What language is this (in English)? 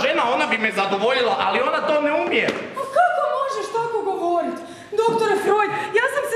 Croatian